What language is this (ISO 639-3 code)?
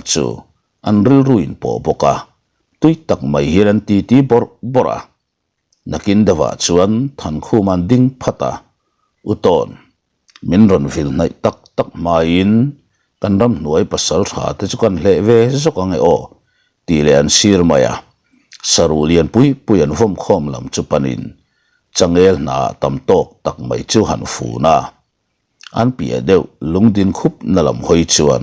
lus